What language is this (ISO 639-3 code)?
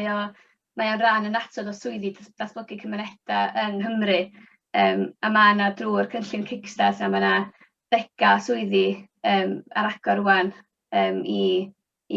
cym